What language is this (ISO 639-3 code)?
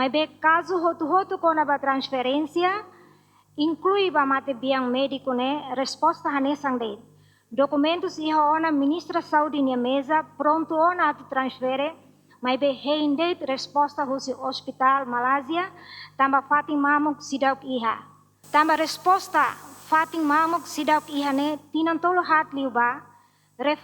tet